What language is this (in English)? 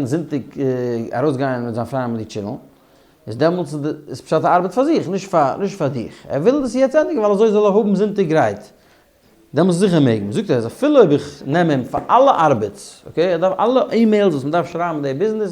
Yiddish